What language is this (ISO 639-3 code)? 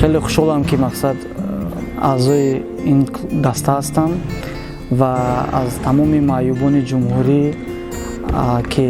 tgk